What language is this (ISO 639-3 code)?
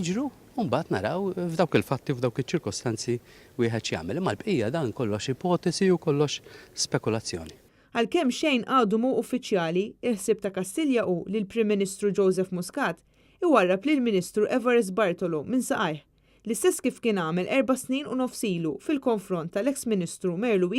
mlt